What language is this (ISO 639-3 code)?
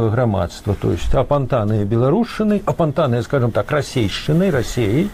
bel